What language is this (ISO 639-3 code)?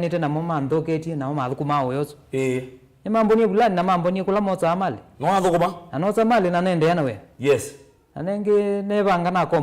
kam